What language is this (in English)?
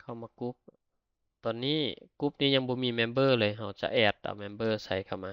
Lao